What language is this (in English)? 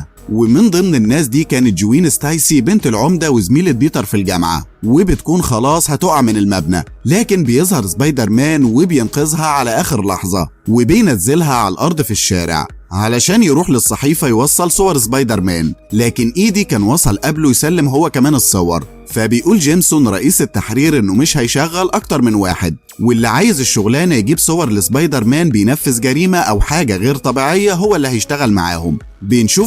Egyptian Arabic